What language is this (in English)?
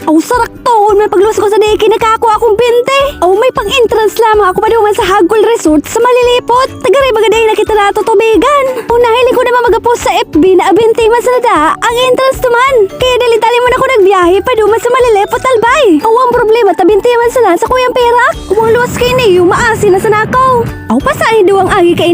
Bikol